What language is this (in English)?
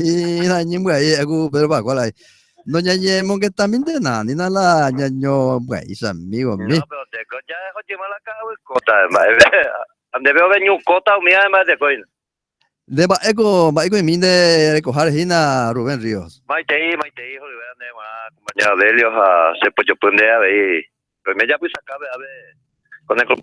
Guarani